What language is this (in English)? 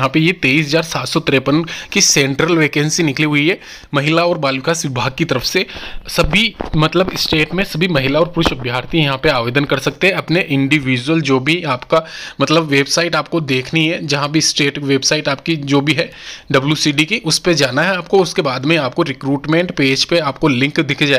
Hindi